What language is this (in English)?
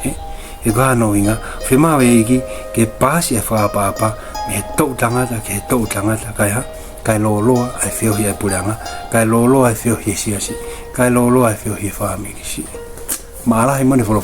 Tongan